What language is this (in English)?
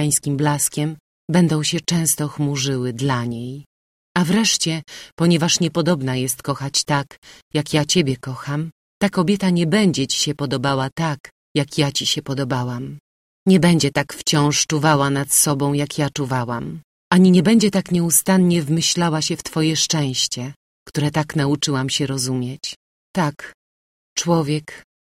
Polish